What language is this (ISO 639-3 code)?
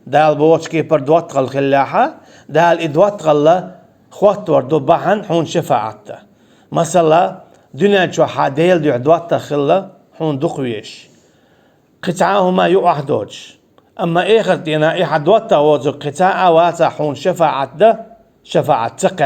che